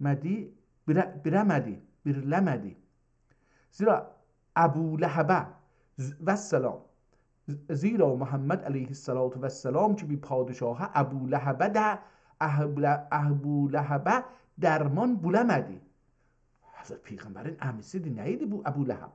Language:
South Azerbaijani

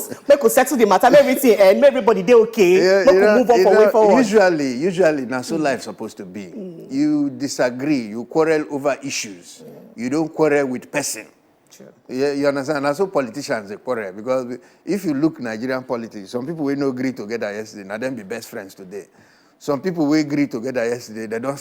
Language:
Nigerian Pidgin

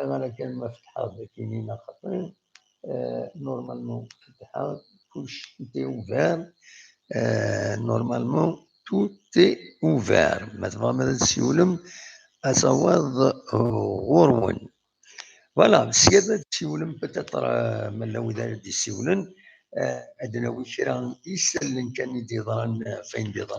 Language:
Kabyle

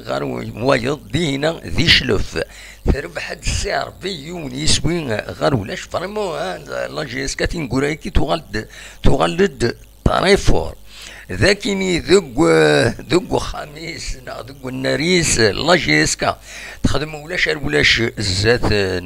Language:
Kabyle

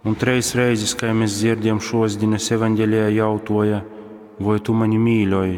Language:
Latgalian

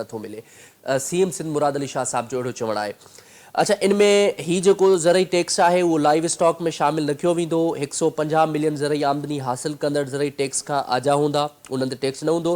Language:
Sindhi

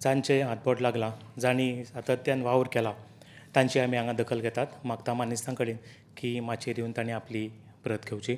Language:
Konkani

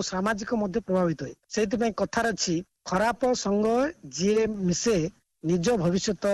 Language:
Odia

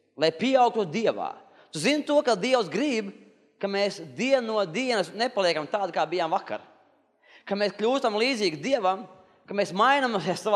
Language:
Latvian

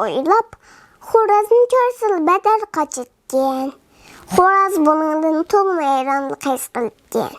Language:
Uyghur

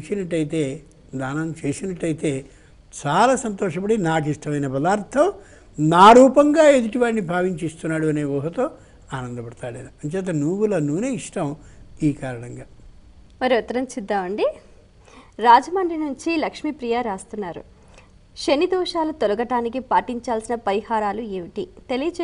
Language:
Telugu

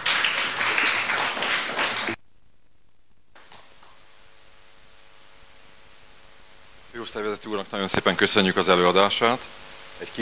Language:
Hungarian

